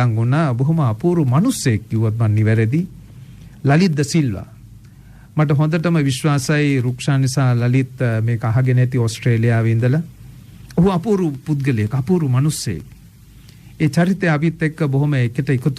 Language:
Sinhala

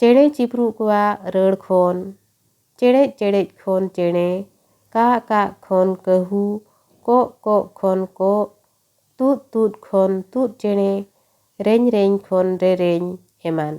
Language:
Santali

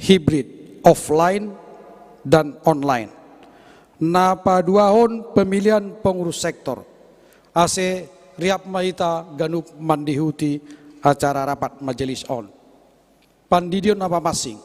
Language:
Batak Simalungun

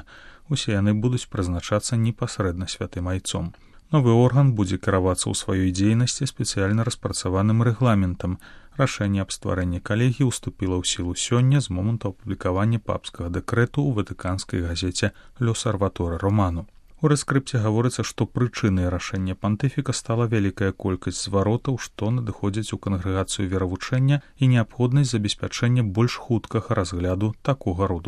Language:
Belarusian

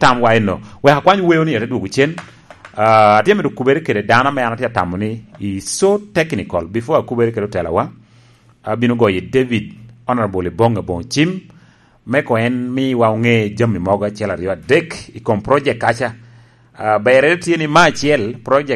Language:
Lango (Uganda)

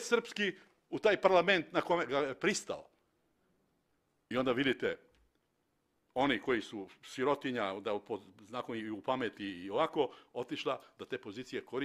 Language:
Serbian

